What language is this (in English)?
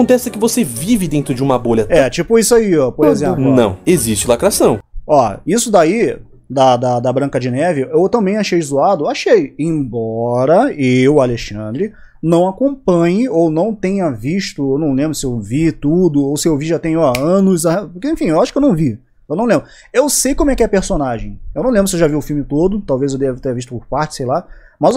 Portuguese